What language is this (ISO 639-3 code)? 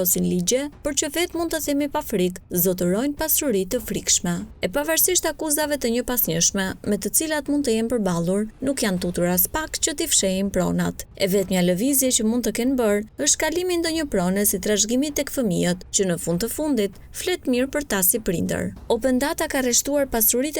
sqi